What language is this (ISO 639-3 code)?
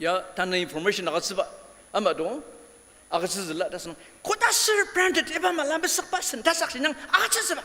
njo